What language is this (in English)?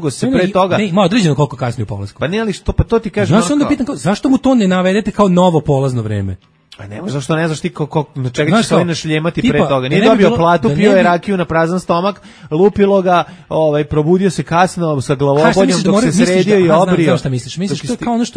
Serbian